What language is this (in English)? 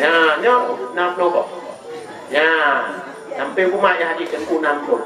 Achinese